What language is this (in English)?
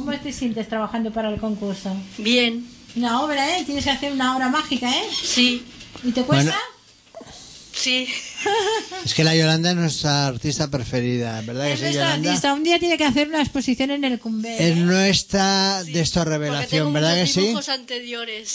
Spanish